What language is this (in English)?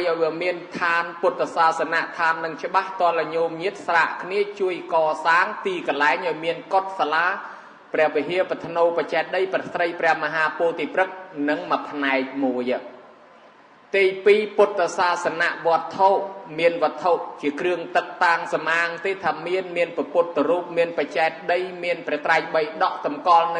Khmer